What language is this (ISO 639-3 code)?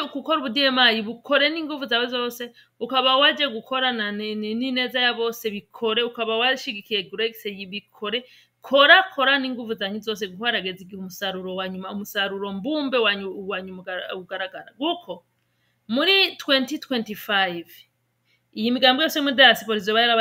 run